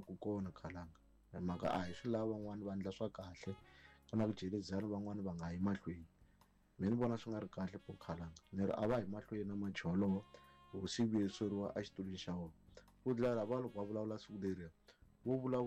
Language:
Tsonga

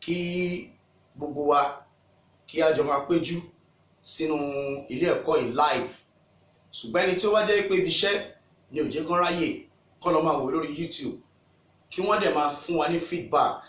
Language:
Yoruba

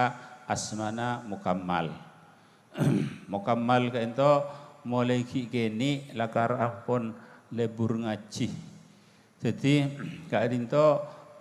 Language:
Madurese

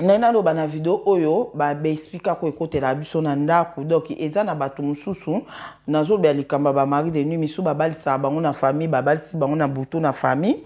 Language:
Lingala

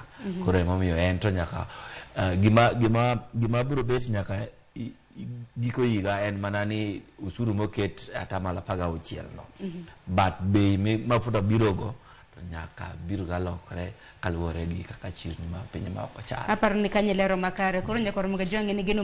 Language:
Luo (Kenya and Tanzania)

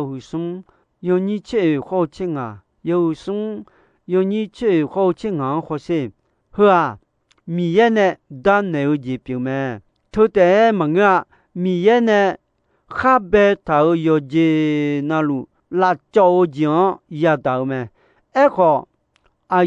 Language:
Akha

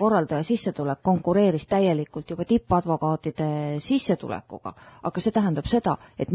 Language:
Estonian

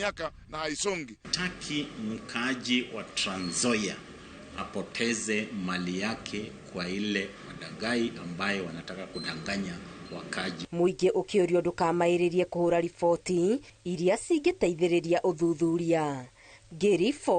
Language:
Kikuyu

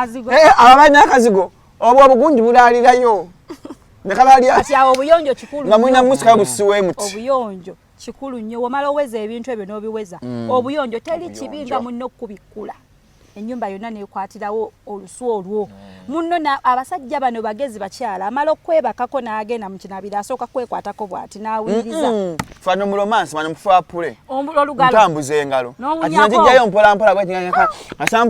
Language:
Ganda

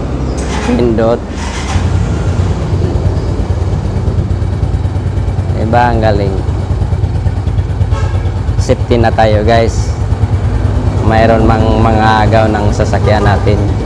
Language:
Filipino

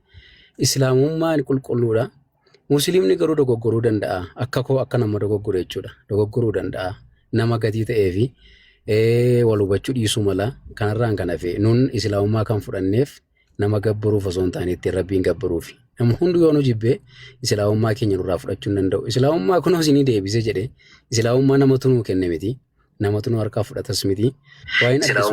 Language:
Oromo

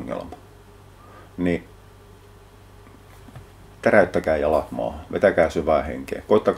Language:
Finnish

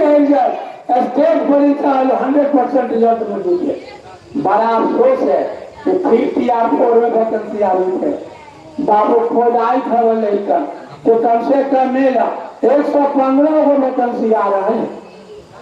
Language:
Magahi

